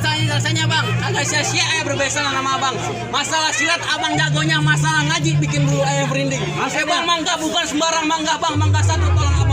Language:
Betawi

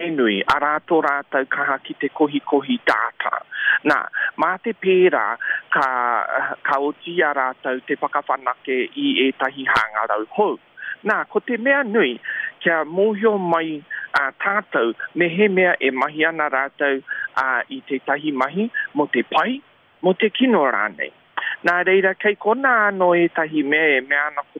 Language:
Māori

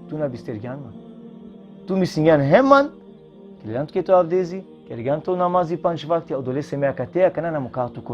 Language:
Balkan Romani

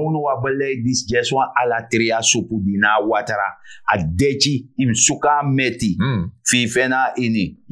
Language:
Sranan Tongo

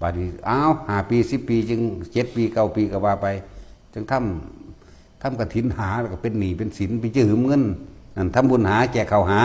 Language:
Northeastern Thai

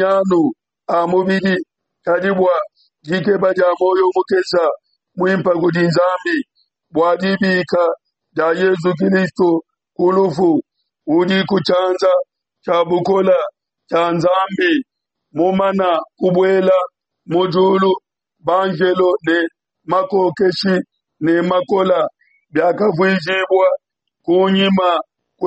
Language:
Luba-Lulua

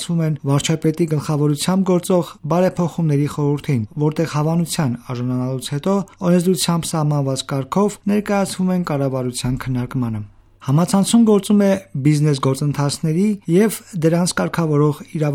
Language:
Armenian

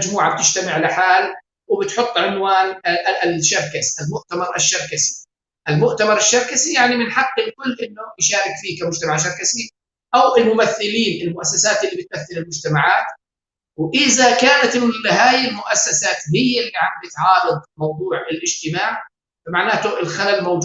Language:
North Levantine Arabic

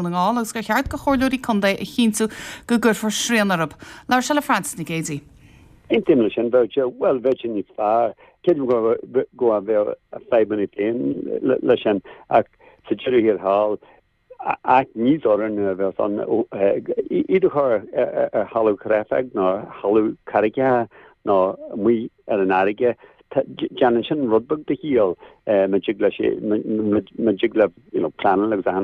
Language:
Irish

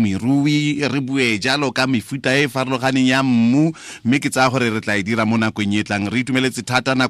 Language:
Tswana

